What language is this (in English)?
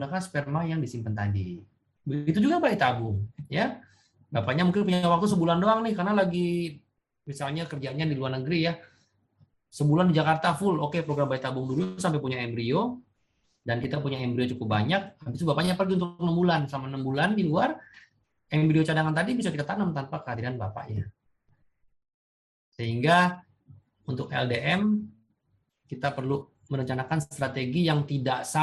Indonesian